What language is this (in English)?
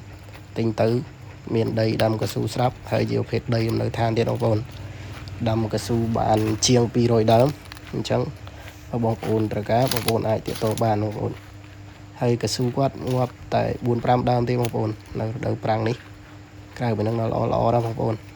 Khmer